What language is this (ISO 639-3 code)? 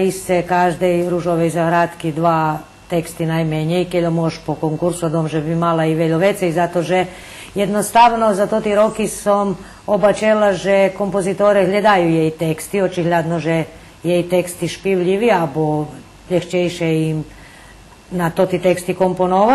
rue